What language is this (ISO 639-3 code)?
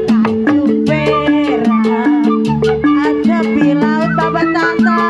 bew